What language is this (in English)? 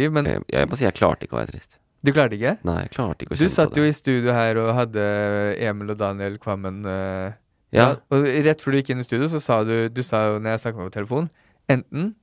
Norwegian